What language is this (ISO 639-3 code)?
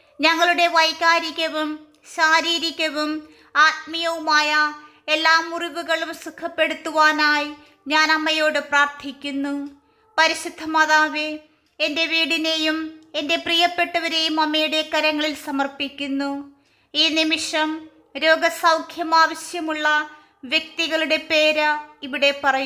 mal